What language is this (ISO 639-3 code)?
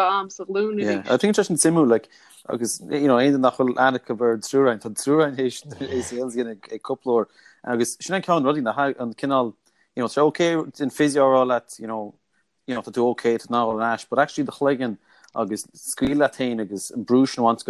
gle